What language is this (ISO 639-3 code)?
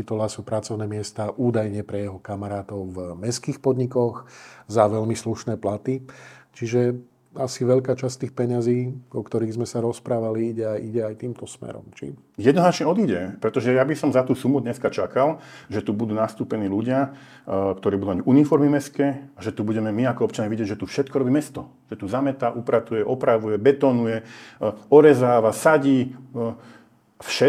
slk